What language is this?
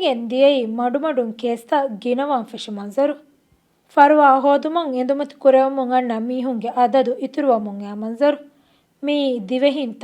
Divehi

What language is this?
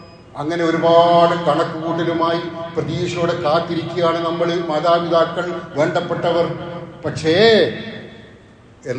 Malayalam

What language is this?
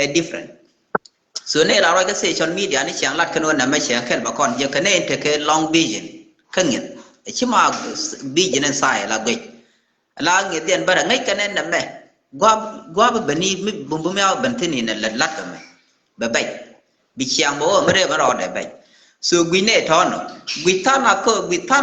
Nuer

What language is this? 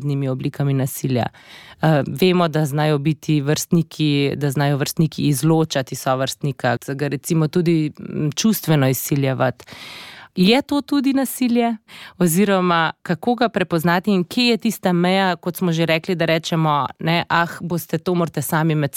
Slovenian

